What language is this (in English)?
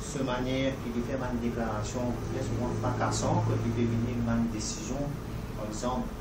Morisyen